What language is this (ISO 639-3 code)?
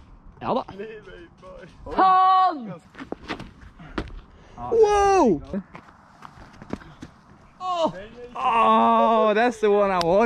nor